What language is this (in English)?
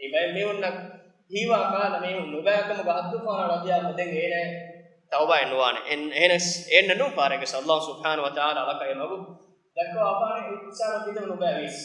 Divehi